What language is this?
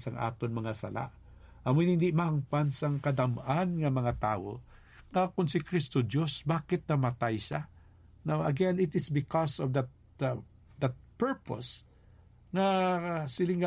Hiligaynon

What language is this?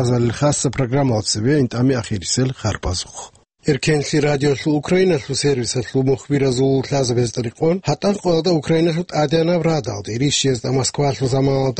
Avaric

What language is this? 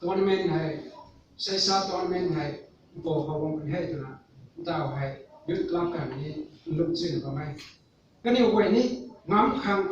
Rongmei Naga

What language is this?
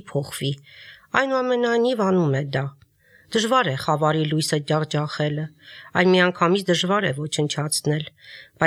Armenian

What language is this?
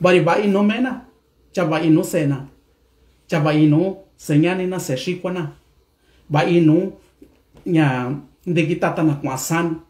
Mixtepec Mixtec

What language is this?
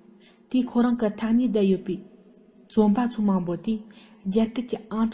Tibetan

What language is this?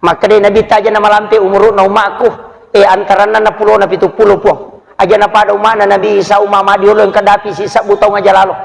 Buginese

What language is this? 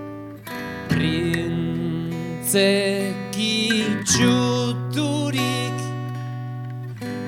Basque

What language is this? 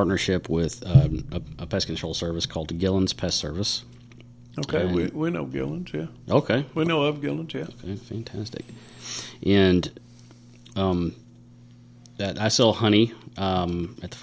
English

